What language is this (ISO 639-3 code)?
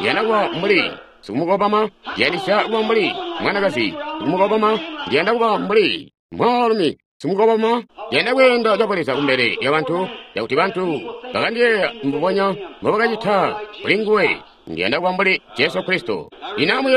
toi